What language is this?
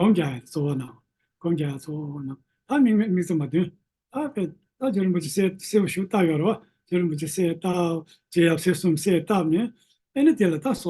Tibetan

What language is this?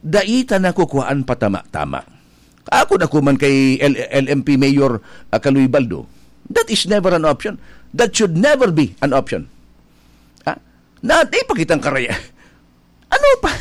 Bikol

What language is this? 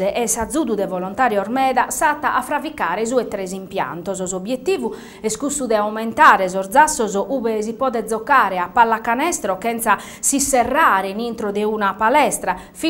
Sardinian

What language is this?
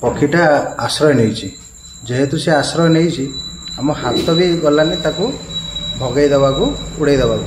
Odia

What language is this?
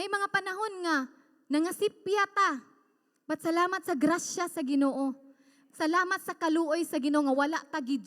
Cebuano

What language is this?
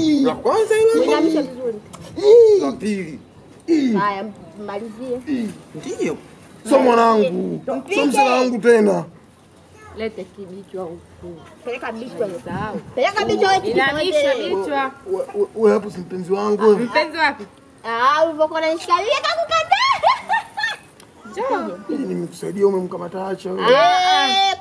Swahili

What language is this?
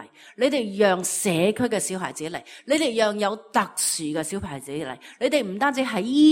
Cantonese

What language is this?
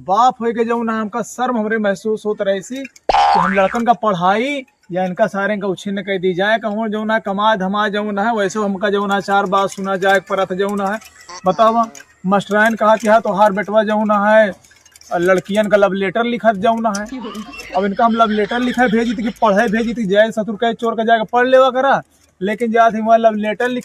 Awadhi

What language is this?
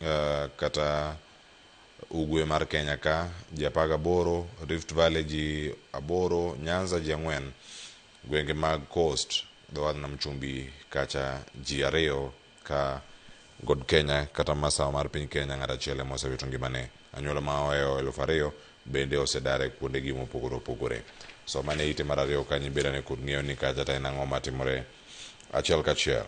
Luo (Kenya and Tanzania)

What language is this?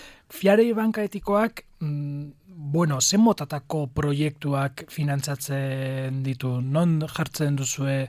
Basque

